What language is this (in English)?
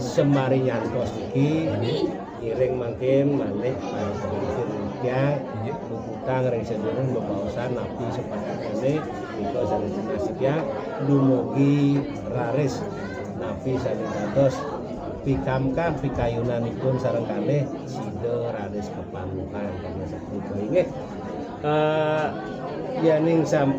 Balinese